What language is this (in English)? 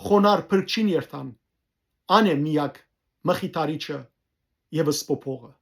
Western Armenian